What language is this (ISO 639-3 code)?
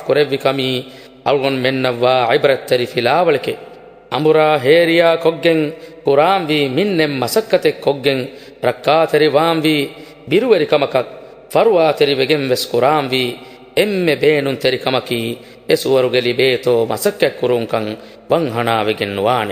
div